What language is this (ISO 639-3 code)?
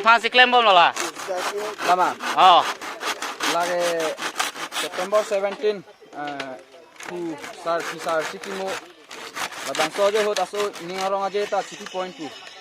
mjw